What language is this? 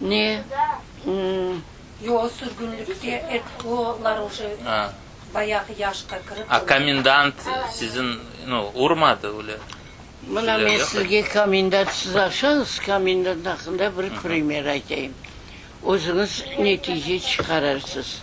Crimean Tatar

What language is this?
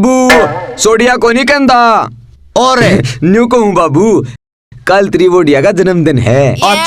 Haryanvi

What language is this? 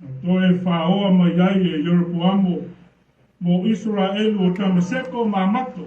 Samoan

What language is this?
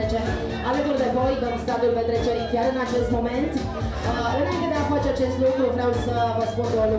Romanian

